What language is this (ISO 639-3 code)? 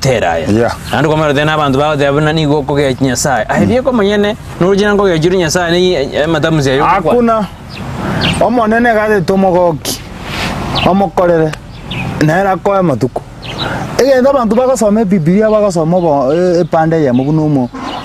guz